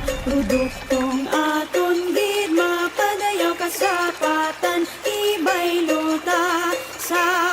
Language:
Hiligaynon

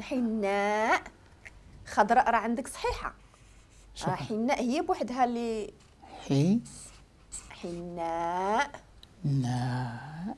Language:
Moroccan Arabic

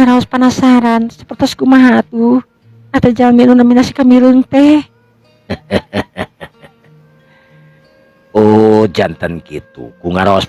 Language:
Sundanese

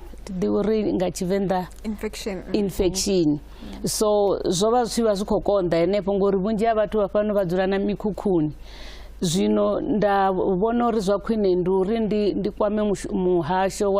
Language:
Venda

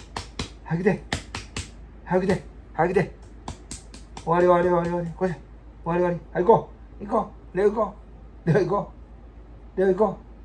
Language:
Japanese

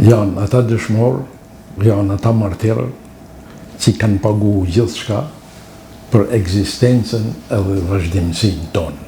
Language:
Albanian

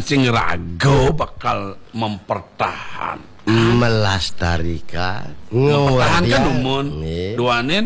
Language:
Balinese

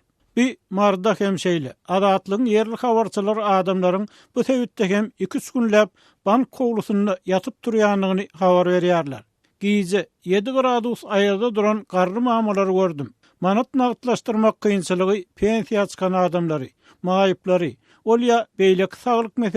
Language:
Turkmen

